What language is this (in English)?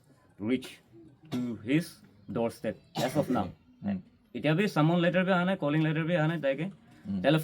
Naga Pidgin